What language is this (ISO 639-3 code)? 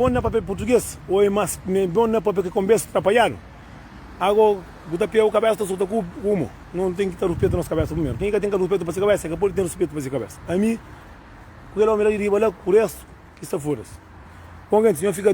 kea